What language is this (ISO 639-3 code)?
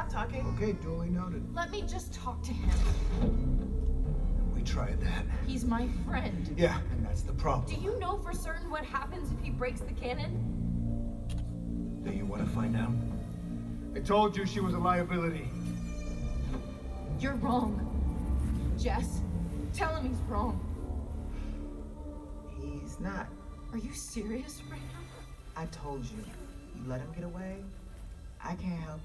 eng